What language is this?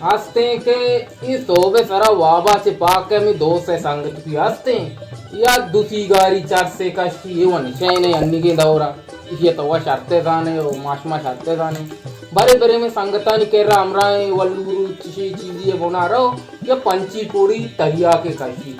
Baluchi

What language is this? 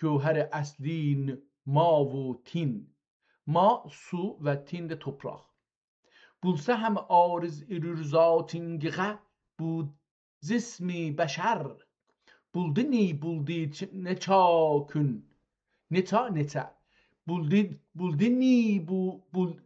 South Azerbaijani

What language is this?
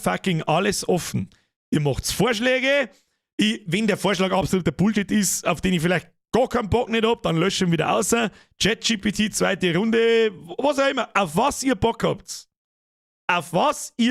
Bavarian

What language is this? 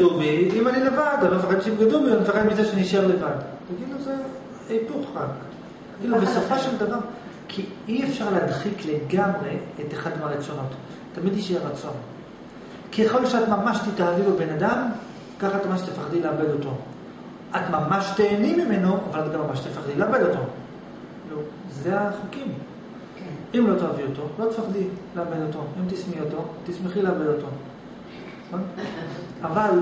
Hebrew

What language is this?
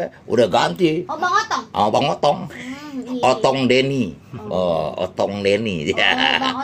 Betawi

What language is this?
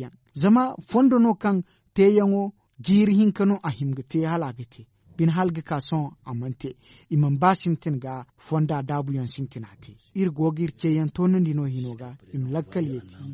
Zarma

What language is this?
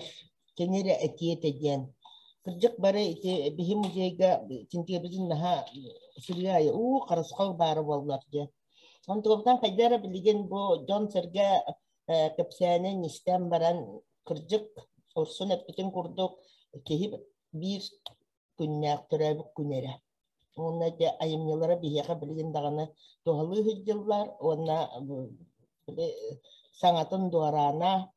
Yakut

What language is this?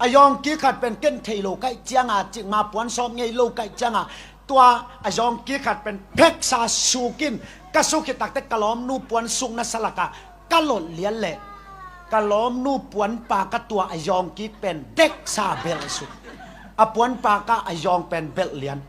Tedim Chin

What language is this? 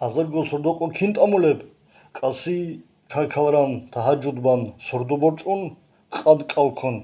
Avaric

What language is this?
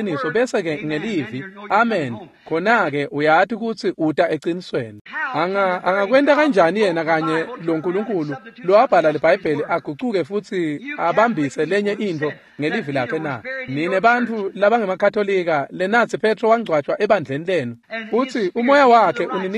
Swati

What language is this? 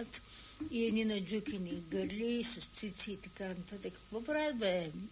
Bulgarian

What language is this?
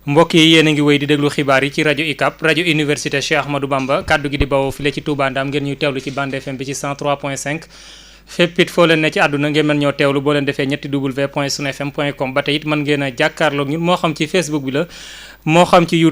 Wolof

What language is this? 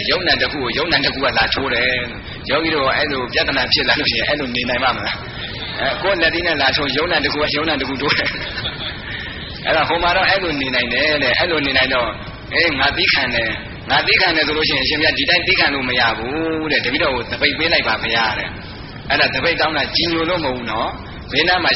Burmese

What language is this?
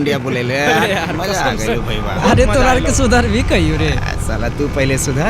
Magahi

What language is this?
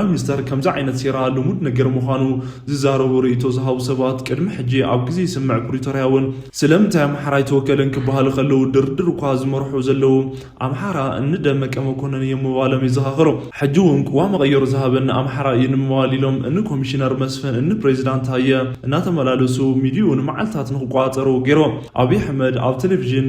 Tigrinya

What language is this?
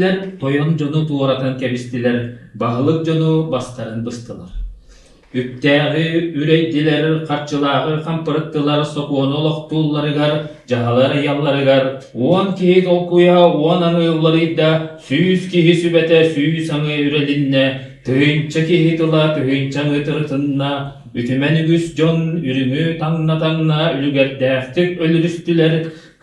Yakut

